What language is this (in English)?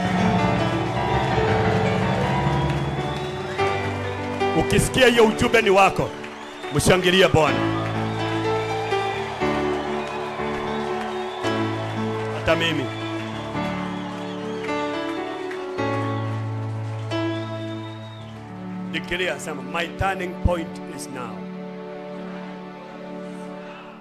Swahili